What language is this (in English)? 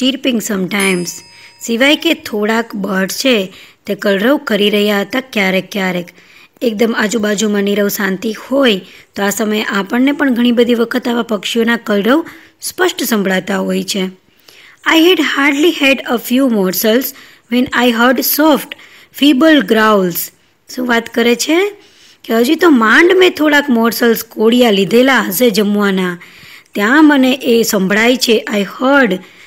Gujarati